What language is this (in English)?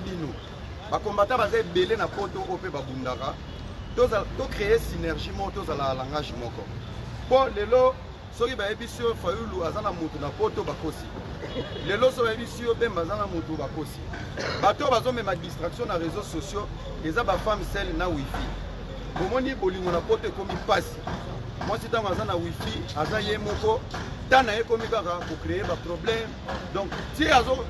Lingala